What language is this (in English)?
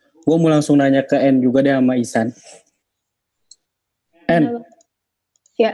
Indonesian